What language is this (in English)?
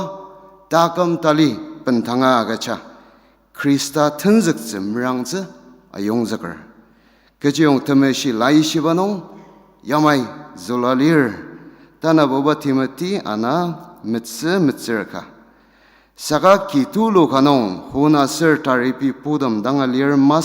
Ao Naga